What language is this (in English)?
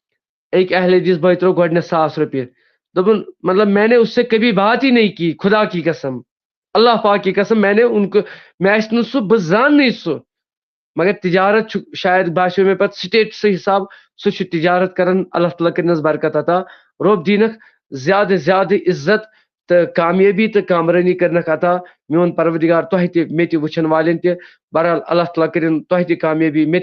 Kashmiri